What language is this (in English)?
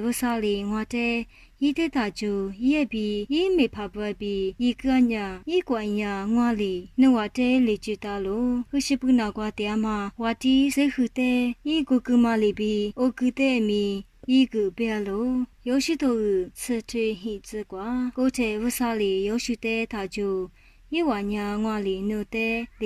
Lisu